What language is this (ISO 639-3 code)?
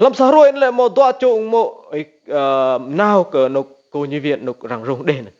rad